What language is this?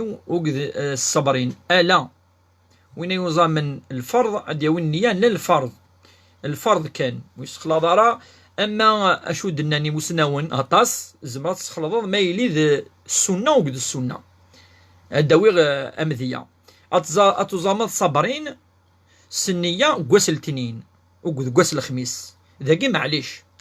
Kabyle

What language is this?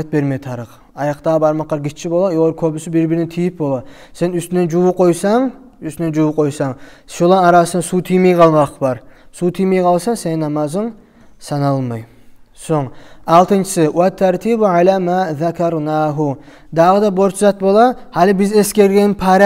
Kumyk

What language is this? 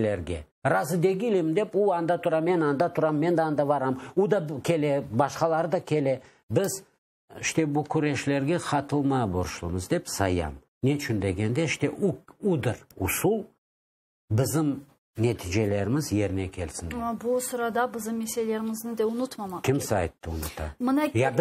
Crimean Tatar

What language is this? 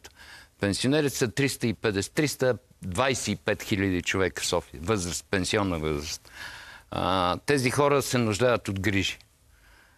Bulgarian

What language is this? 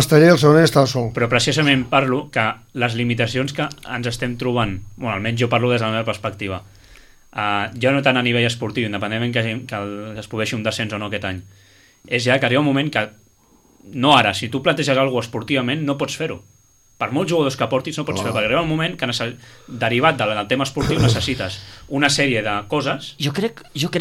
Catalan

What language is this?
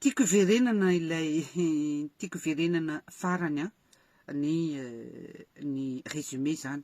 Malagasy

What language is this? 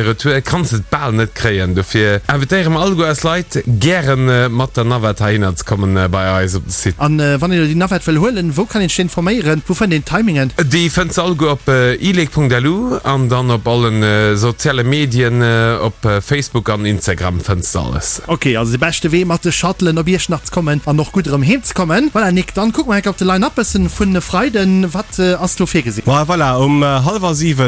Luxembourgish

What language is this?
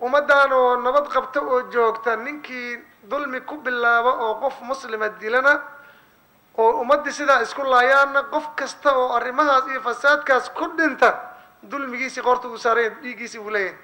Somali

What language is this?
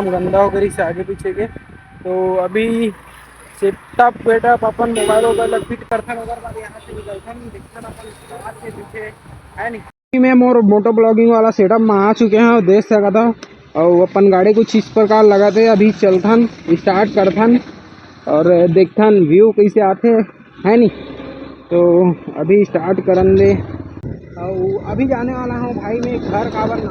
Chhattisgarhi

